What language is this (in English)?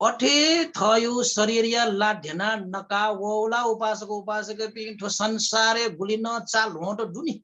Newari